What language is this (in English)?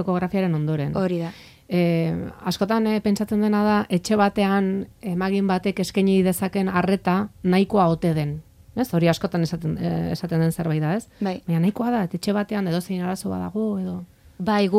Basque